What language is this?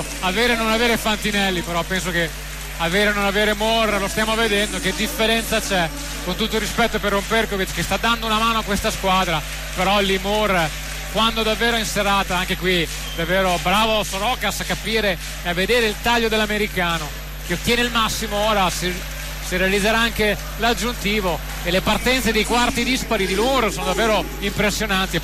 Italian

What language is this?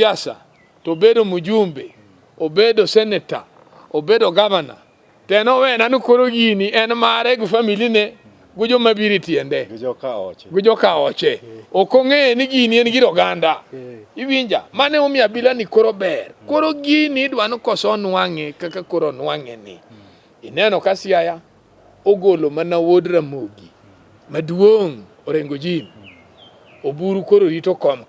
Luo (Kenya and Tanzania)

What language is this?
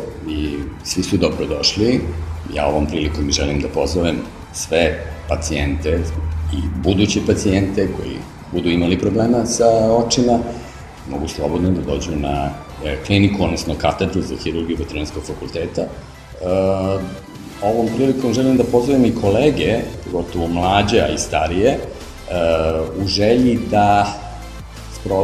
Serbian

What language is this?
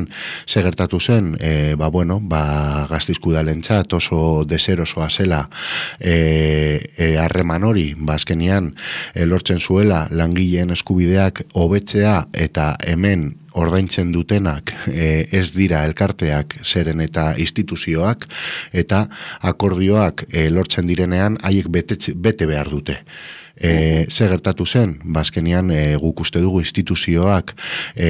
Basque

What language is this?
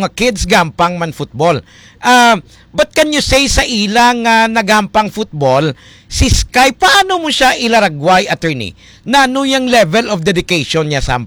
Hiligaynon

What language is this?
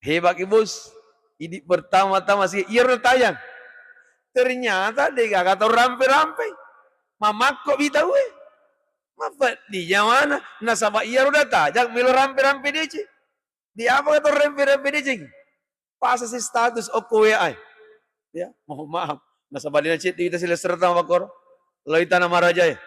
Buginese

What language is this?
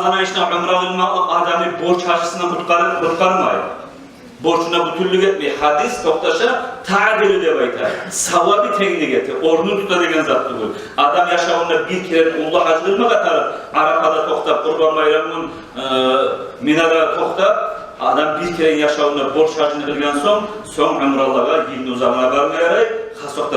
Kumyk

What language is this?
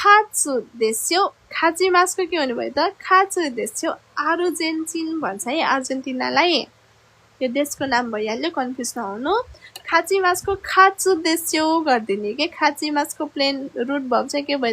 Nepali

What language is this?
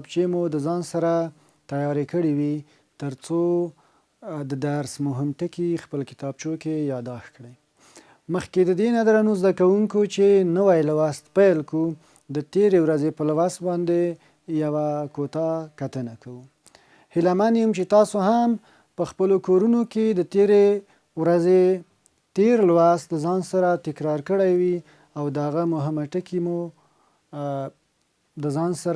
Pashto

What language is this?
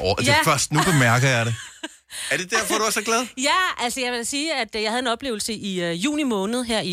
Danish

